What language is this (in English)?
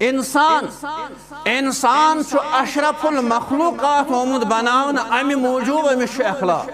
Kashmiri